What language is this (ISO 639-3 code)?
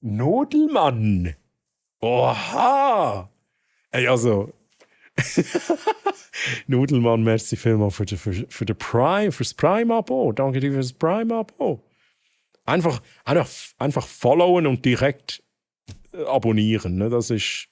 gsw